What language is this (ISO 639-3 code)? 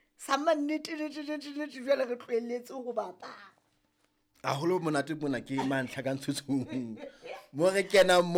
sot